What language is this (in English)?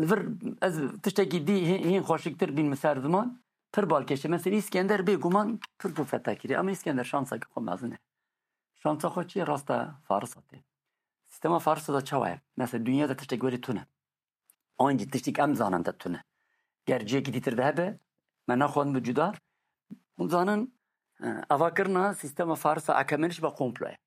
Kurdish